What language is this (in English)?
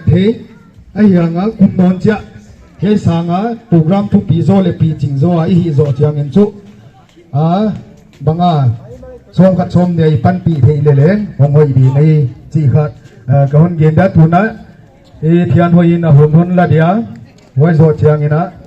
Paite Chin